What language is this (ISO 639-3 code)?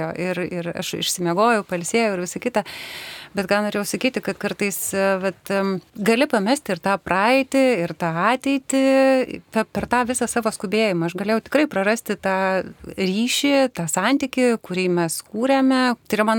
lit